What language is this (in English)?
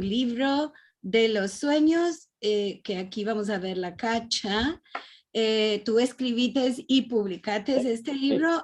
Ladino